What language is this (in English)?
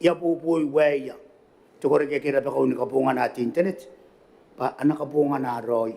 Gilbertese